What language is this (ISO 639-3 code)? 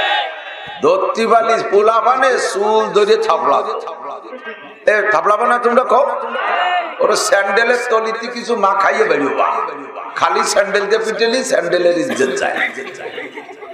ben